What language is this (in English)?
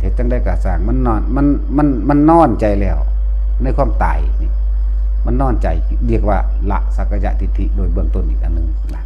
Northeastern Thai